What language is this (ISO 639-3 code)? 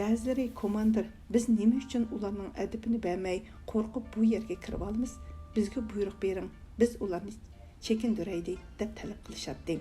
uig